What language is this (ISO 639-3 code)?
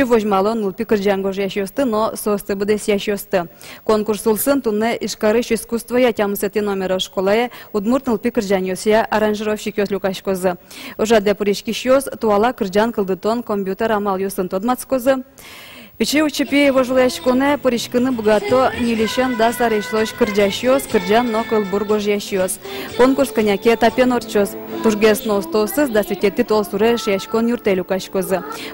udm